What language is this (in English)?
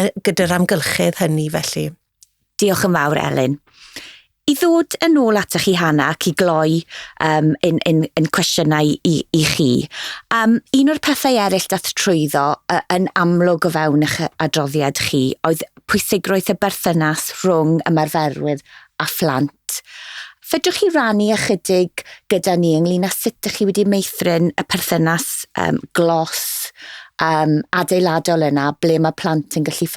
Welsh